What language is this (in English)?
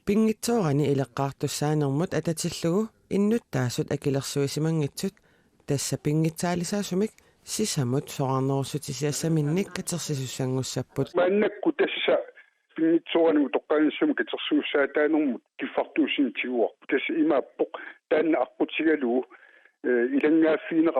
Kalaallisut